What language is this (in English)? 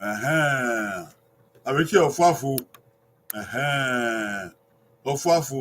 Bini